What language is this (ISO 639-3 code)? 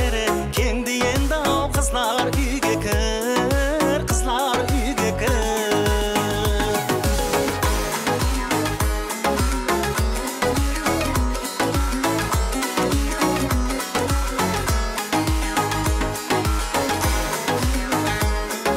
kaa